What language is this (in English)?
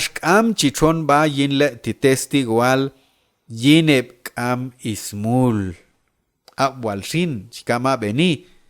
Q'anjob'al